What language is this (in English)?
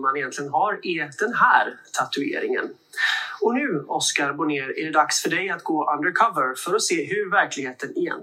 Swedish